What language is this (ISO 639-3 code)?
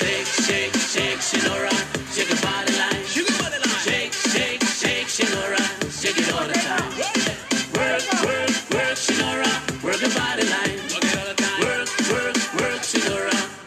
pon